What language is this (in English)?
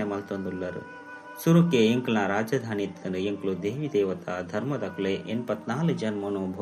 Tulu